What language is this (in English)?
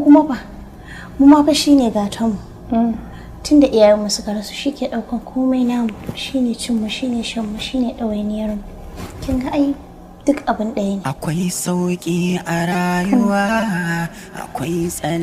Hausa